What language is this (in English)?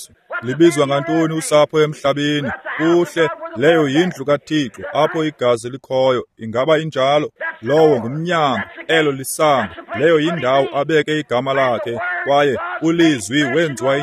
Xhosa